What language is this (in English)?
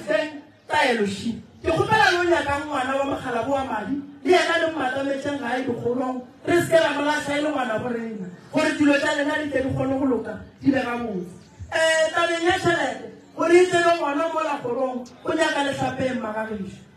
Northern Sotho